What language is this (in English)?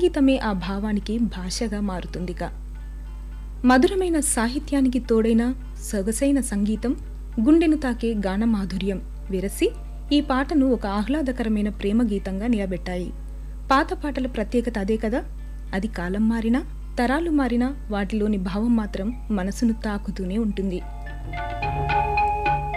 Telugu